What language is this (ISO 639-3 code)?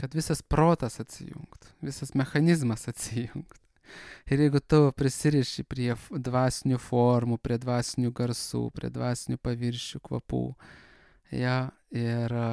lit